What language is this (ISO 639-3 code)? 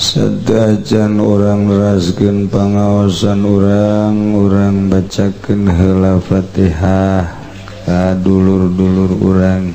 sun